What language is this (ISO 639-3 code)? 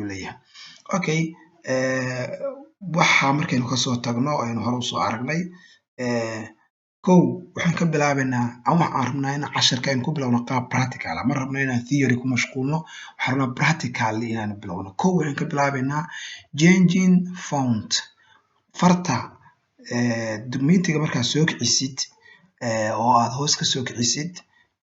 som